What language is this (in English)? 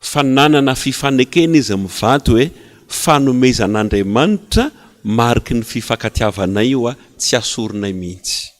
Malagasy